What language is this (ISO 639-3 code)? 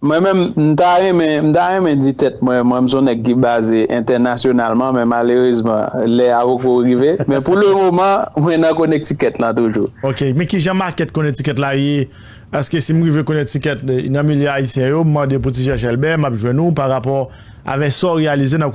hat